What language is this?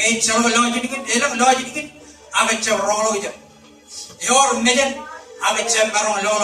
Marshallese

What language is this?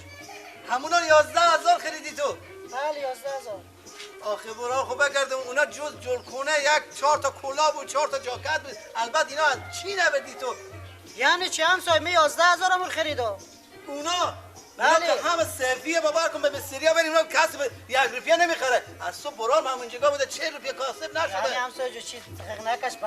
Persian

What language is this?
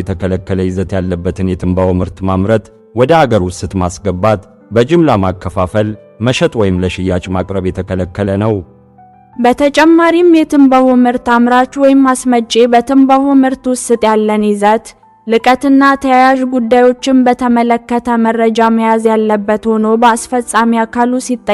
Amharic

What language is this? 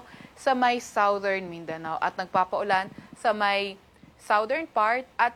Filipino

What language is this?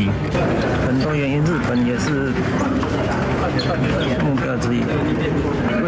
Chinese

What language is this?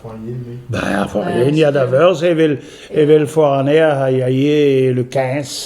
Breton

